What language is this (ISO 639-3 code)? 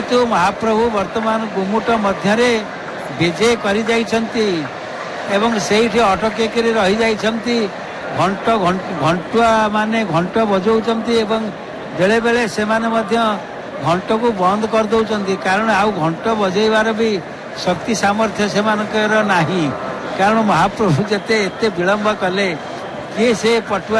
ori